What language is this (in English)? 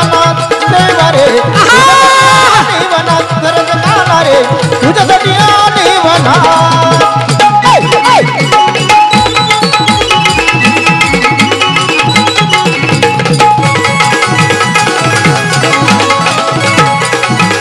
Marathi